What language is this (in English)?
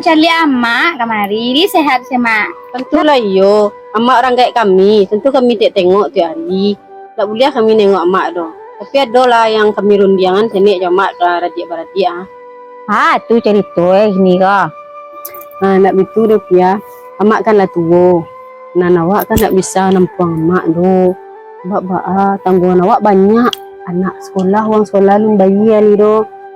Minangkabau